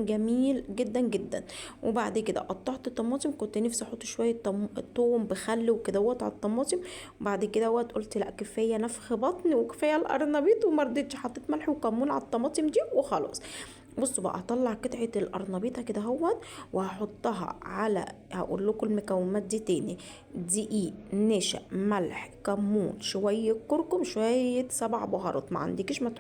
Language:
Egyptian Arabic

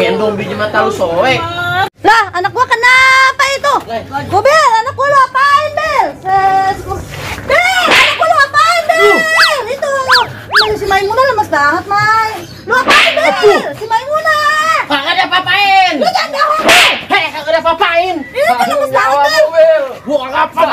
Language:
Betawi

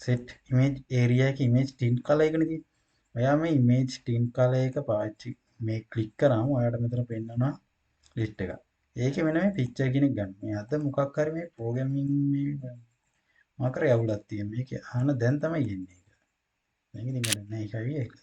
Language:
Sinhala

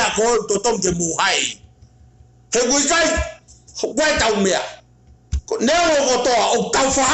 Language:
Tongan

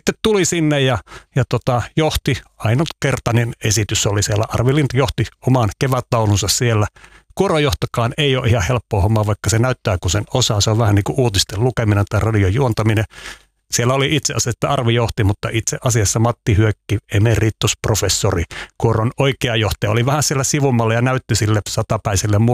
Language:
Finnish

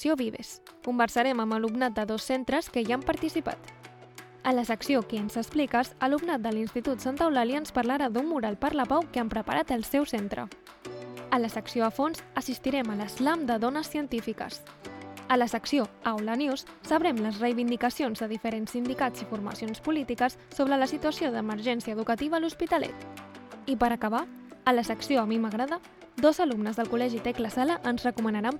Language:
Catalan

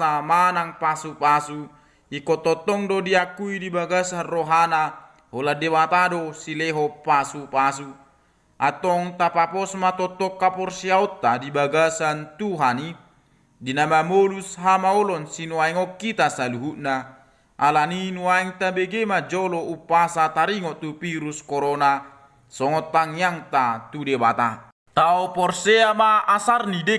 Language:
Batak Toba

